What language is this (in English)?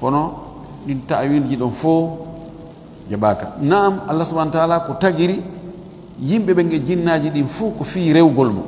Fula